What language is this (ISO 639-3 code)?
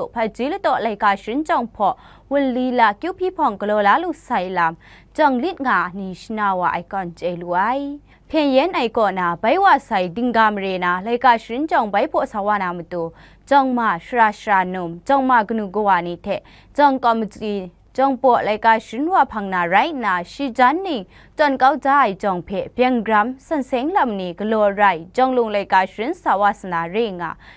kac